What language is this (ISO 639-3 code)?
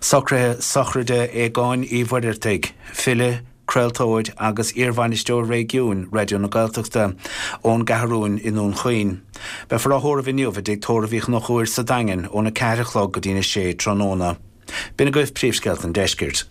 gle